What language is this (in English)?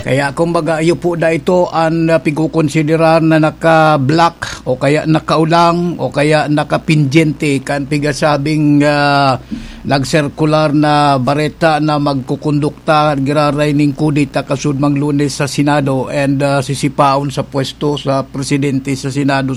Bikol